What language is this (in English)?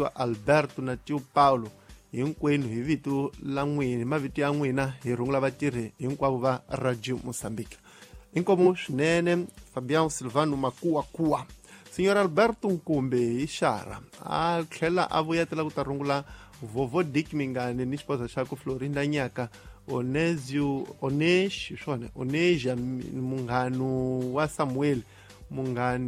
Tsonga